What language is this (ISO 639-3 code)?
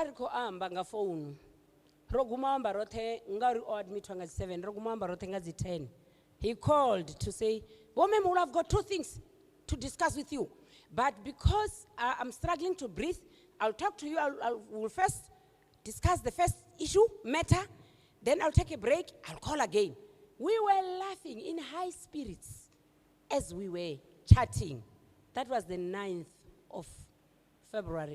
ven